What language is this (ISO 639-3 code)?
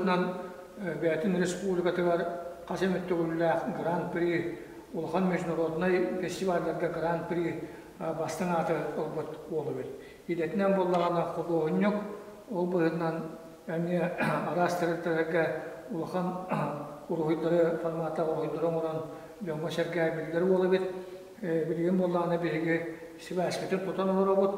sah